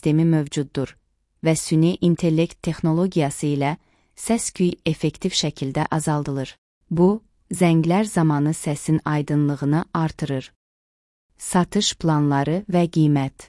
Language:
Azerbaijani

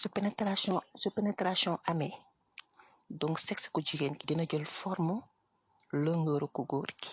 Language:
Wolof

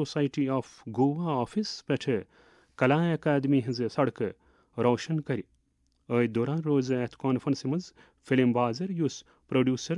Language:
Kashmiri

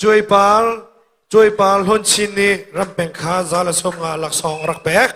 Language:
Hakha Chin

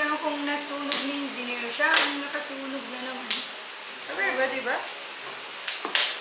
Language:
Filipino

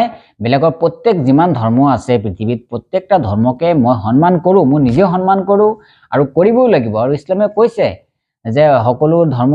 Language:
Assamese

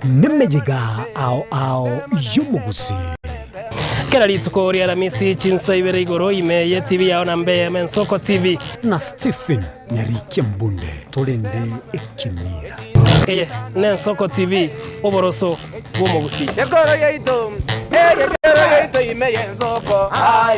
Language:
Gusii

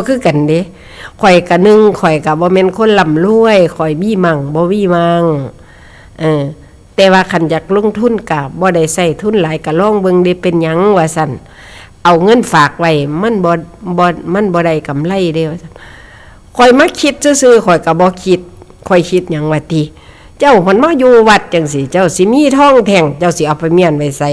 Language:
Northeastern Thai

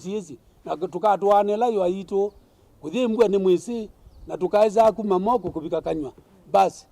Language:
Kamba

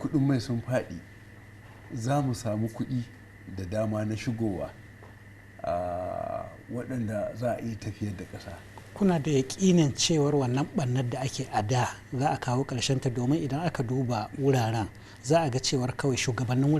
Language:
Hausa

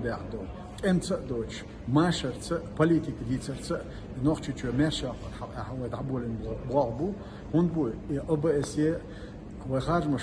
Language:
Chechen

